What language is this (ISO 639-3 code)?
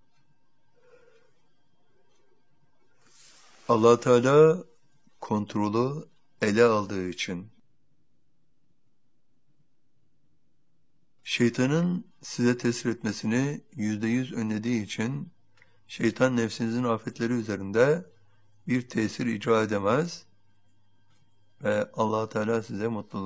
tur